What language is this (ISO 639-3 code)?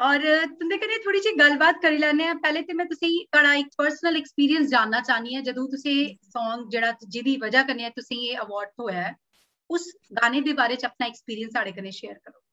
doi